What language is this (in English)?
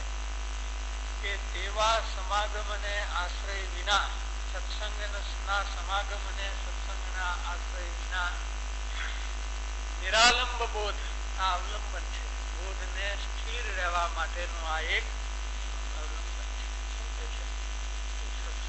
Gujarati